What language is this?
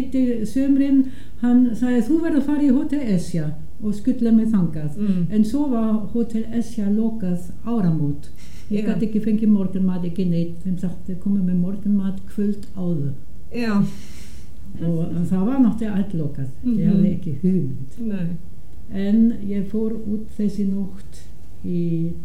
Icelandic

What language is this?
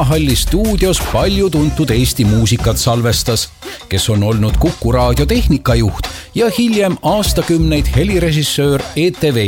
Estonian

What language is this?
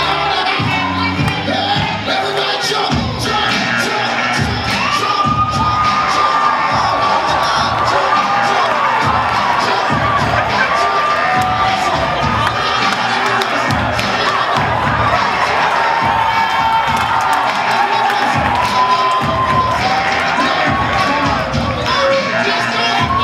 English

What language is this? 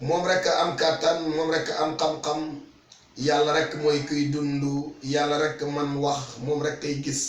Wolof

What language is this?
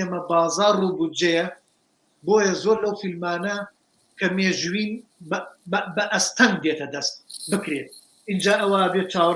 Central Kurdish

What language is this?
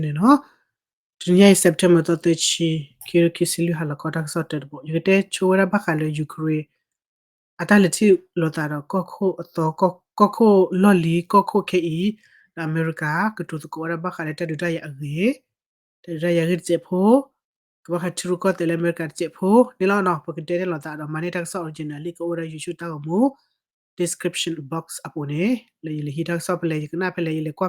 S'gaw Karen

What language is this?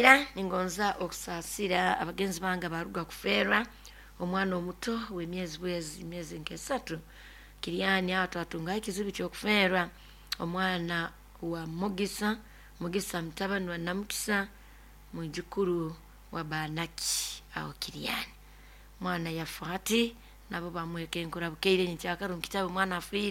Nyoro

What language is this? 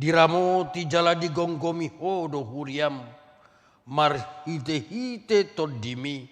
Batak Toba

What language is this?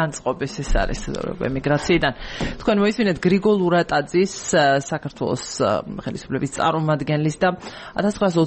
Georgian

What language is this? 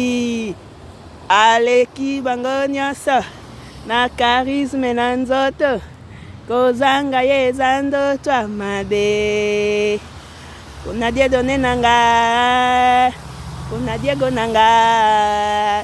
Lingala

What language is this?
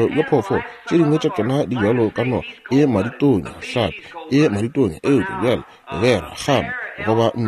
Northern Sotho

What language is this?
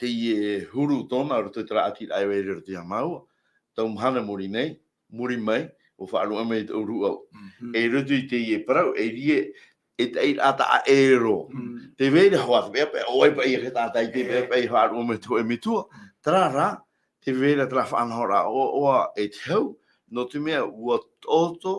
Tahitian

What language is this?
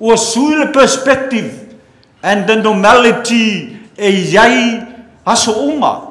Samoan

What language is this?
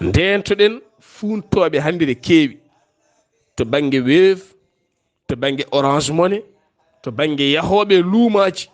Fula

